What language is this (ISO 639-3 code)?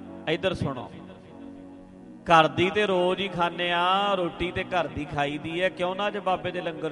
pan